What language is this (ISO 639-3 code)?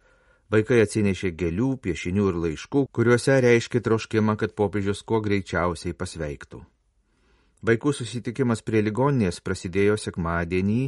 lit